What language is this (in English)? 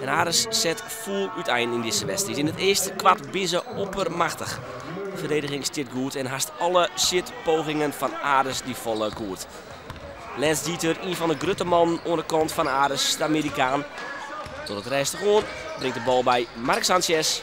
Western Frisian